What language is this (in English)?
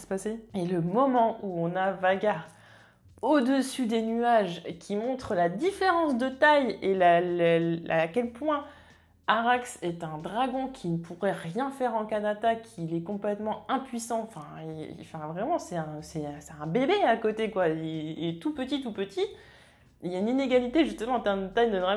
French